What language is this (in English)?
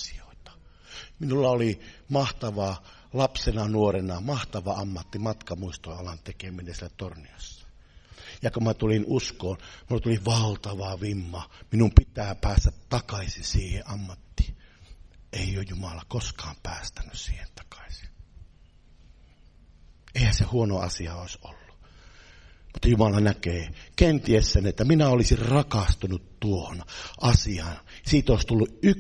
Finnish